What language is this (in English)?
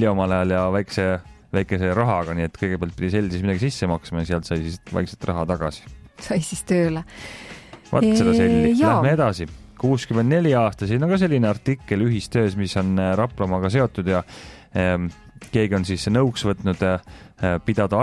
Estonian